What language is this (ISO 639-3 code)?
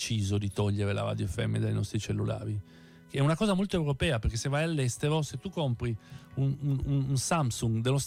ita